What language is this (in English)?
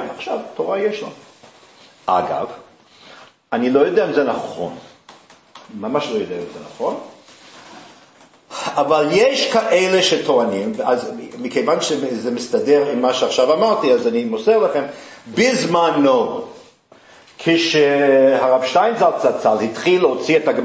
Hebrew